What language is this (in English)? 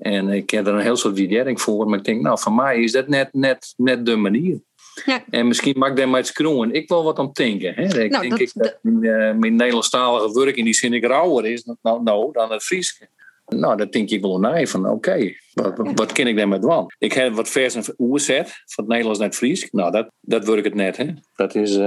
Western Frisian